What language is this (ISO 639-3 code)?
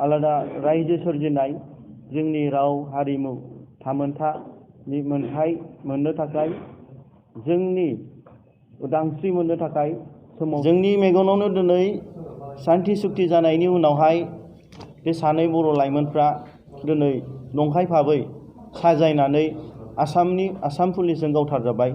brx